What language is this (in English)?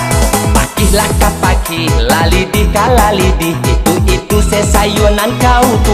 Minangkabau